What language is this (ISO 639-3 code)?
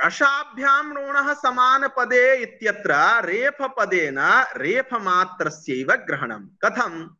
san